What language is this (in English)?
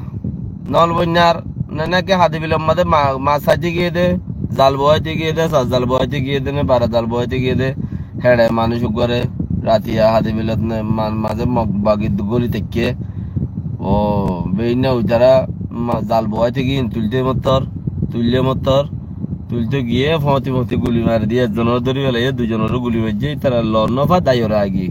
Rohingya